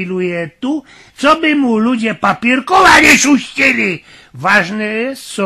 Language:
Silesian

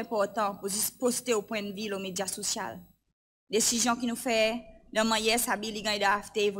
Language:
Seselwa Creole French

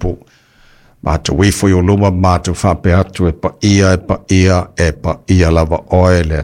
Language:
Samoan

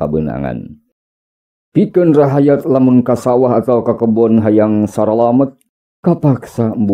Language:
Sundanese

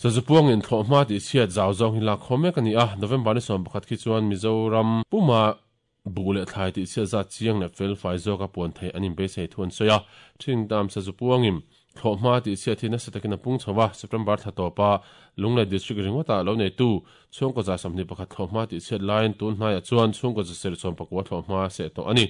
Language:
Mizo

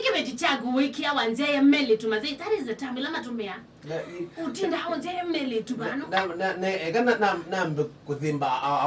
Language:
Kamba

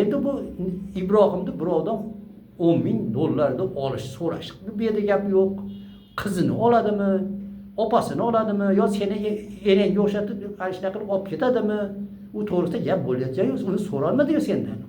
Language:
Uzbek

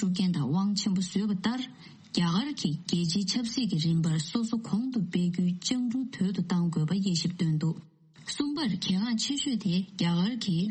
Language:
Tibetan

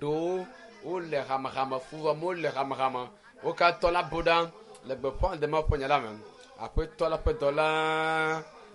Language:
Ewe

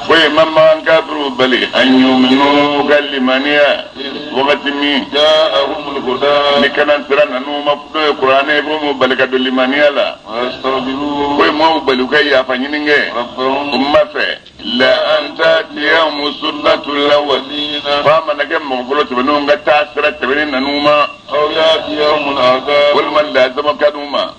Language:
Bambara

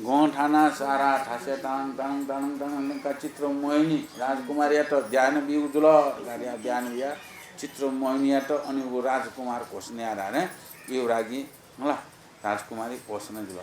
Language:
Newari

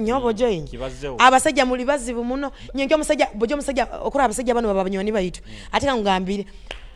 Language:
Nyoro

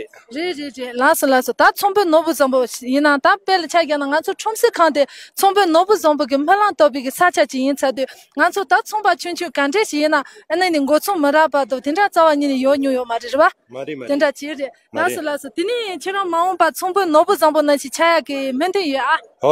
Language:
Tibetan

